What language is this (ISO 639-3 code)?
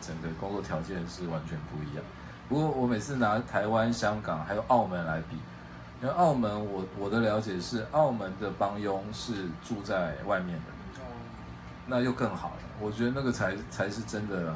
zho